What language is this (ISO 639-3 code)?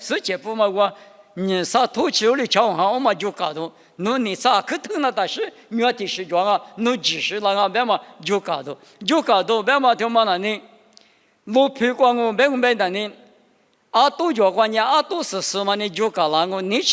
lis